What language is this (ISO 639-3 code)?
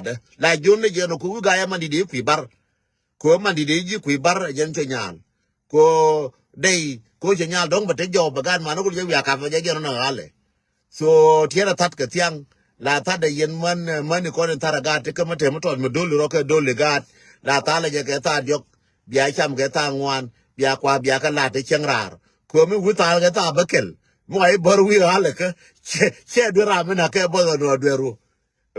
nus